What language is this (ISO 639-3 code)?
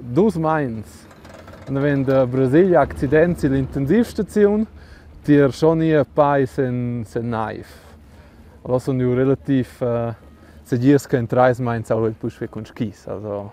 roh